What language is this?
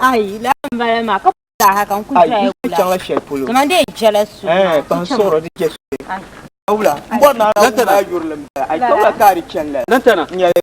Dagbani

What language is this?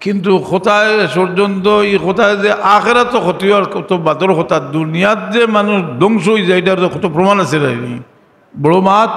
Sylheti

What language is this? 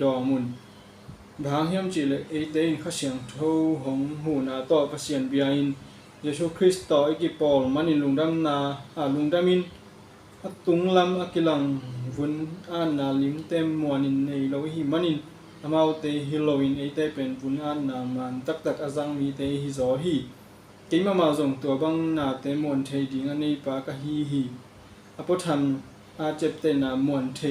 Tedim Chin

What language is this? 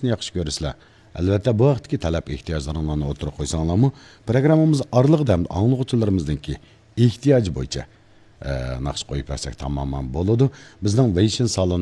Uyghur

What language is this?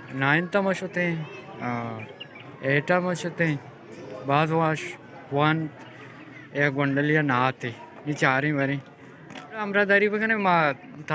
Baluchi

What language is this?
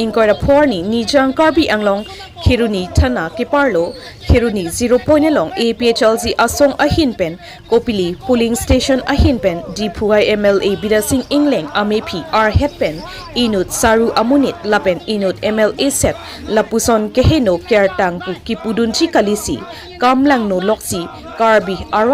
Karbi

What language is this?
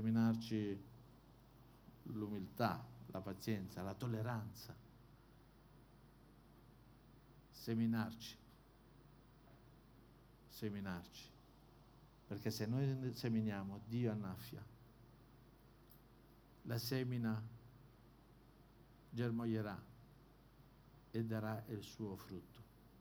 Italian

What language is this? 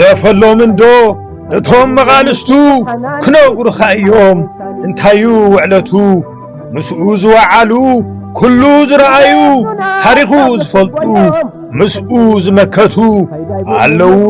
Tigrinya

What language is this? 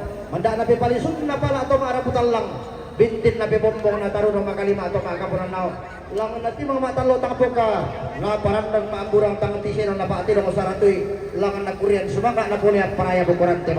Toraja-Sa'dan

